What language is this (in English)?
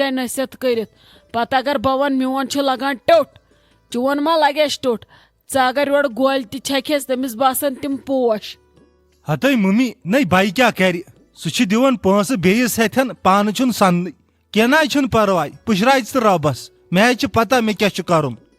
Kashmiri